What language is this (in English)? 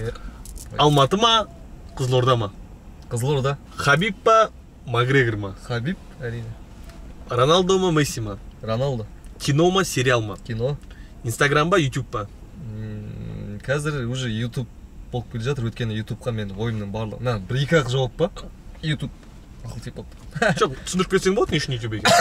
Kazakh